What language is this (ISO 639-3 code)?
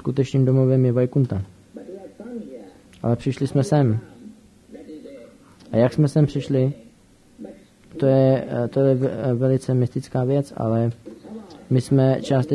ces